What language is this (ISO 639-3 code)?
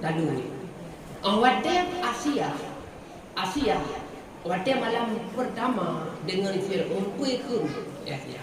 ace